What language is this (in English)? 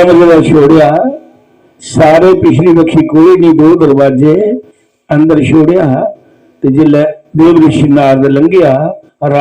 Dogri